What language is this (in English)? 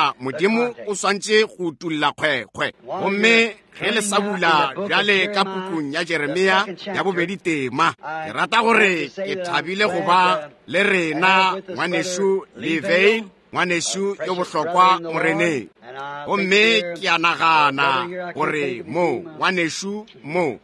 Northern Sotho